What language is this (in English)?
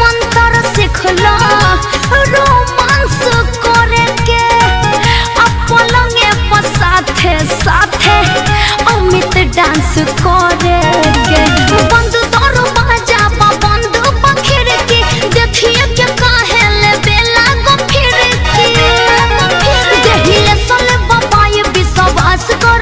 Bhojpuri